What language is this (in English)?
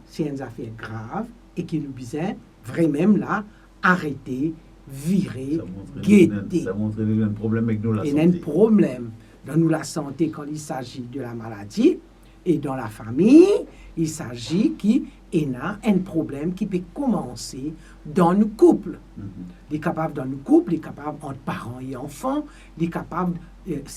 Morisyen